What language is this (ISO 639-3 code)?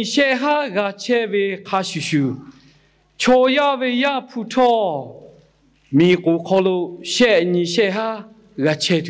lhu